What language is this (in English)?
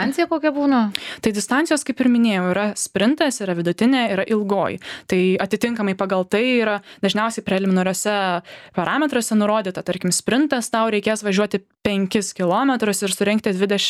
Lithuanian